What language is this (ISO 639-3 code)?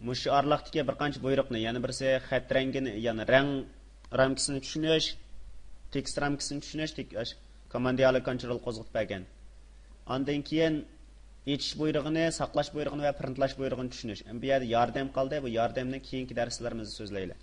uig